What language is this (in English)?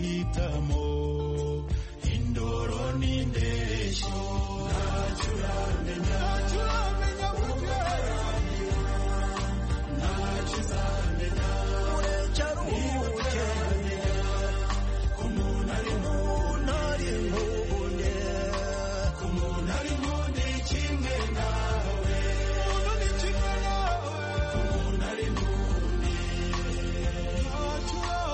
Kinyarwanda